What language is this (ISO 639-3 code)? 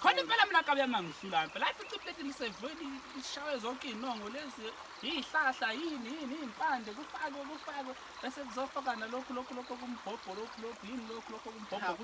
zul